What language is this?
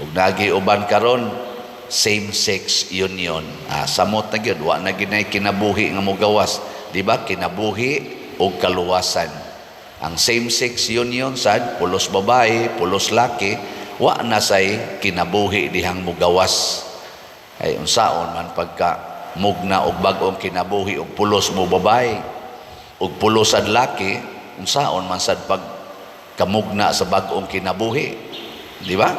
Cebuano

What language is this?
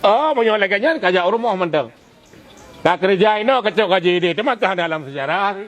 Achinese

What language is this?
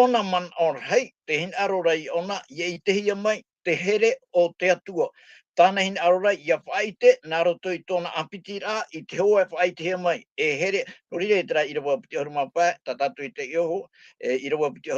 Tahitian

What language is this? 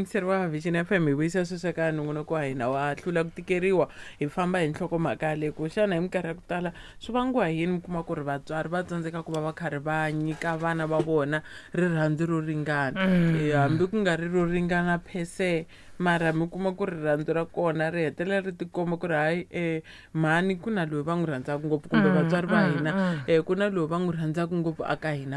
Tsonga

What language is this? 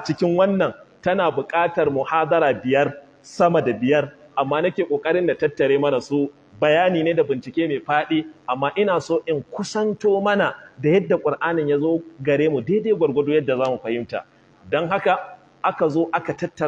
Hausa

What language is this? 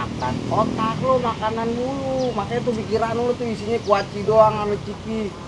Betawi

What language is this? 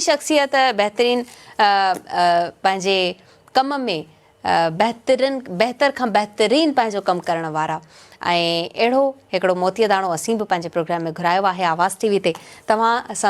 Sindhi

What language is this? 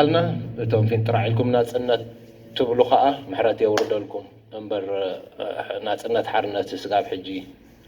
Tigrinya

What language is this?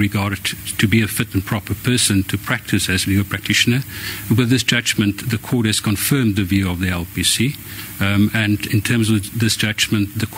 Southern Sotho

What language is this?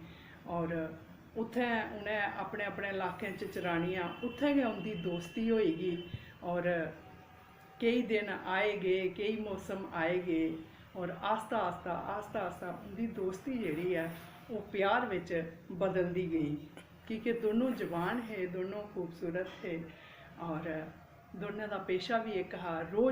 Dogri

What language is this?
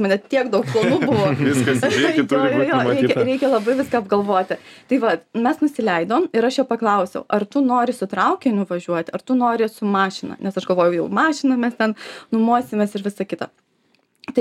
Lithuanian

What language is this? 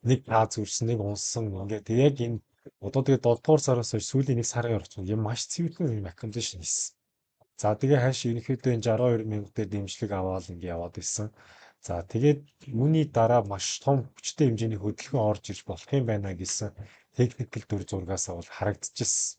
Mongolian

